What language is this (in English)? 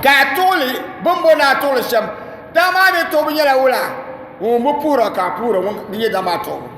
Dagbani